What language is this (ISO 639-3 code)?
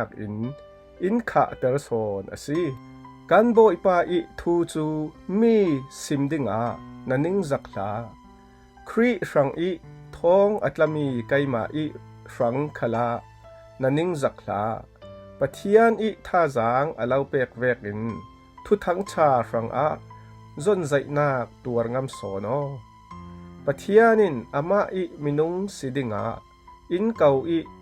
cfm